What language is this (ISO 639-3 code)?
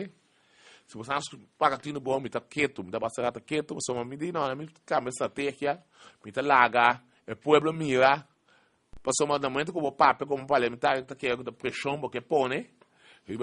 pap